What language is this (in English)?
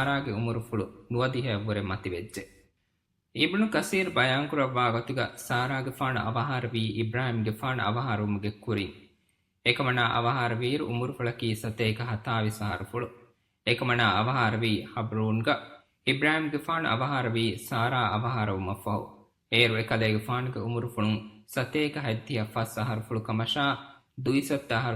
Divehi